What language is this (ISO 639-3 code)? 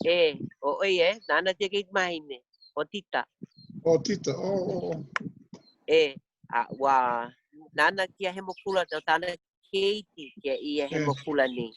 haw